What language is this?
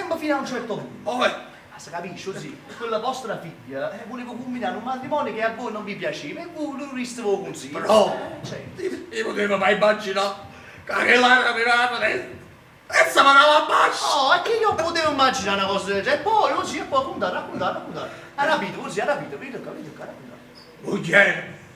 Neapolitan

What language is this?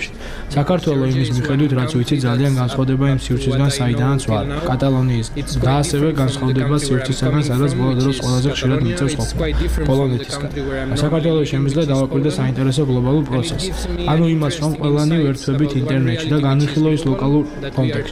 Georgian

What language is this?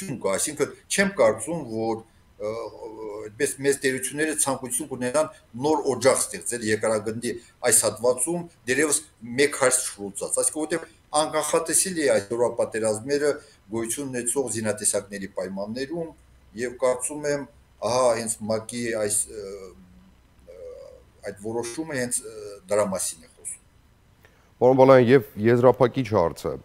Armenian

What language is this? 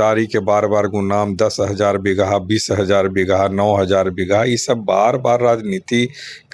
Magahi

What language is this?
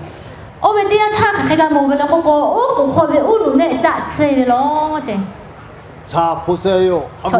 Lahu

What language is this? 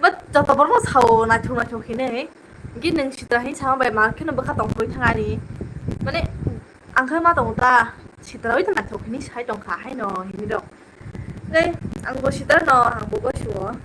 Kok Borok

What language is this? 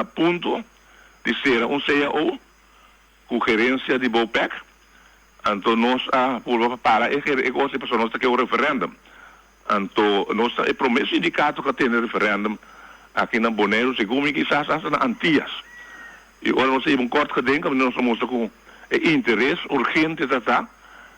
Papiamento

